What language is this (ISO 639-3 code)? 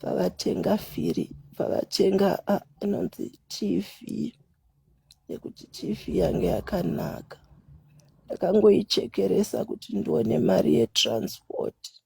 sna